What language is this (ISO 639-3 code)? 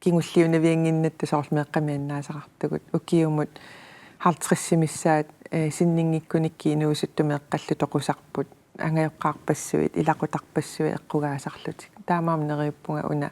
kal